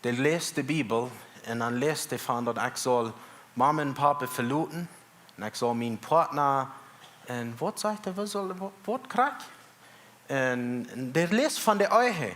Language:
Plautdietsch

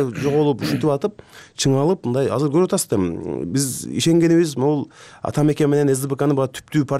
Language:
Kyrgyz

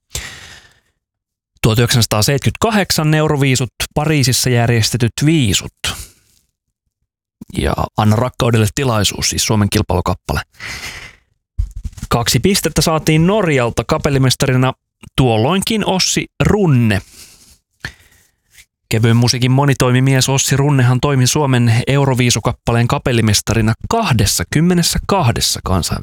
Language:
Finnish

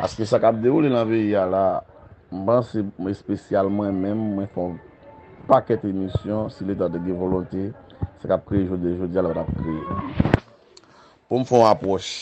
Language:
Haitian Creole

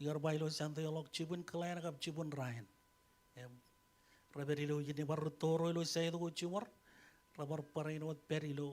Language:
Marshallese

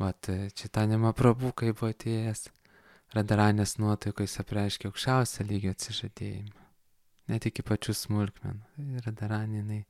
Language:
Lithuanian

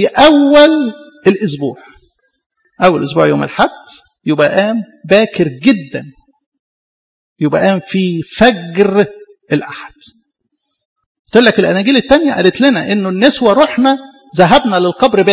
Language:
Egyptian Arabic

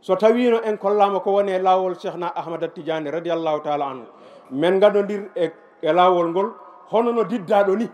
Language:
Fula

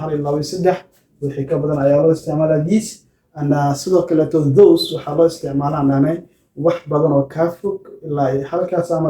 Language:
Somali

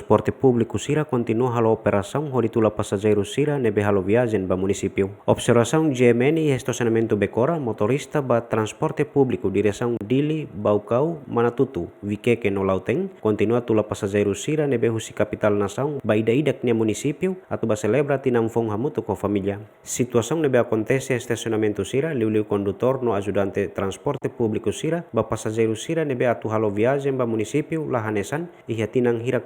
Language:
Tetum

